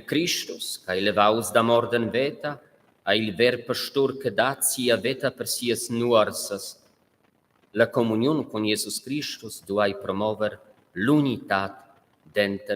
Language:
Romansh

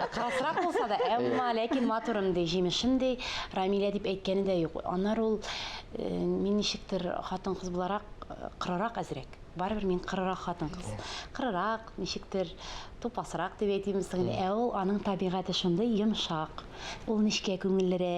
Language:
Tatar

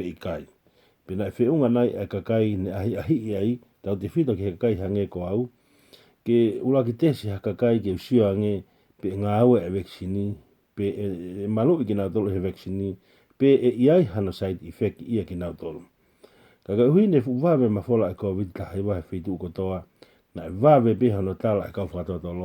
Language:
Tongan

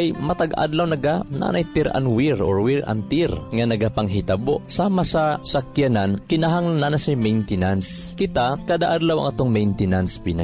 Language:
Cebuano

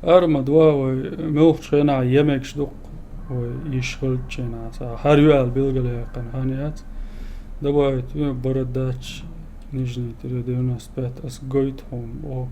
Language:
Chechen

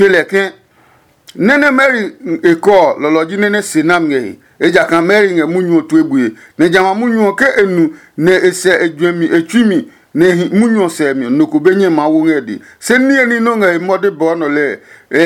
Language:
Adangme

